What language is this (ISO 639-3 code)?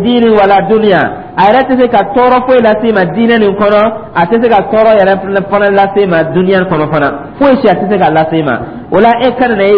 dyu